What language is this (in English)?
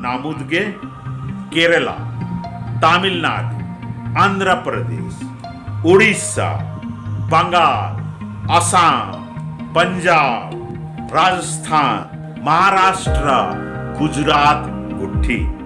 Kurukh